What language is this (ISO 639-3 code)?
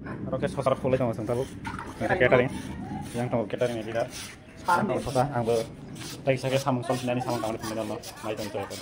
trp